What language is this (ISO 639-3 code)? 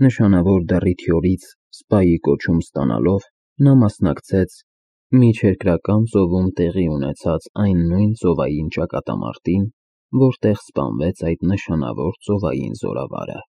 hye